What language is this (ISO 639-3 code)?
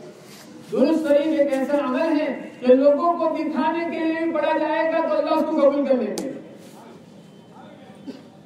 urd